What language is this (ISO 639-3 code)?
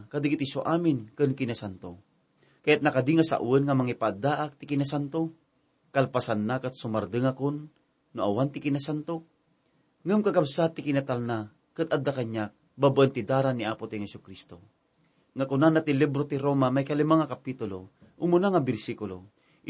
ilo